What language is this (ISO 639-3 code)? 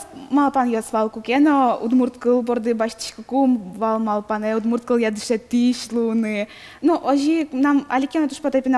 udm